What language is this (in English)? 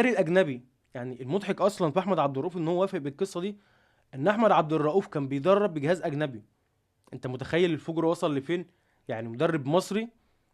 Egyptian Arabic